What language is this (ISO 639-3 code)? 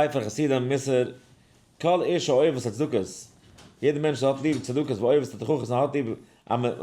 yid